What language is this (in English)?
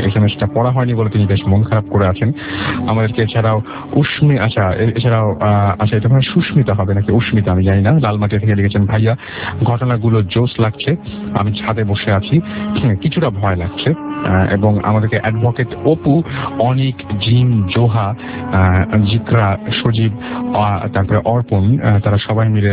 Bangla